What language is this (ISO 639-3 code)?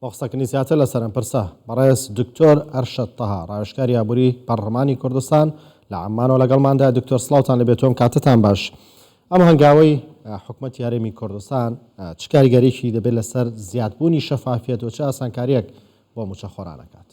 ckb